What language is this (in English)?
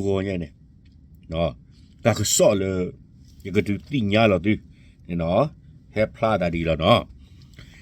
S'gaw Karen